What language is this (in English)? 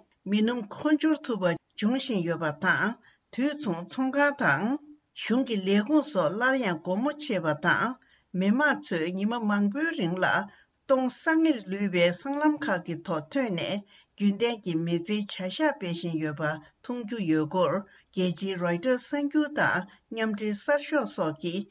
Tibetan